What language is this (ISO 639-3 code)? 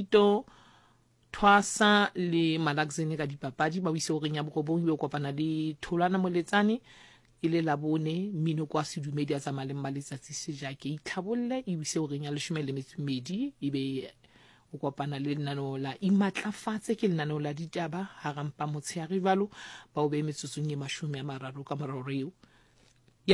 sot